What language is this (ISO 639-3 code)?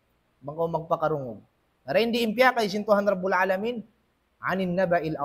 tsg